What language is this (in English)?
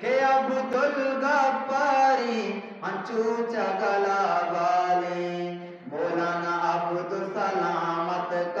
Eastern Balochi